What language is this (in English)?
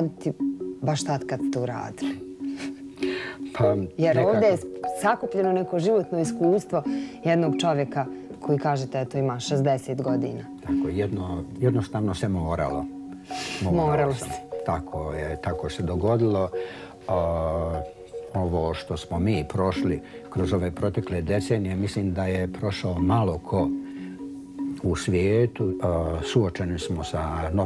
Bosnian